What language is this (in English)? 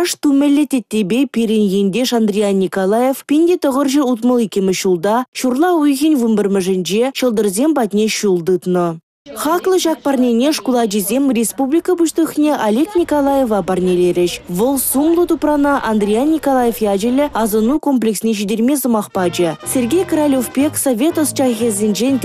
Chuvash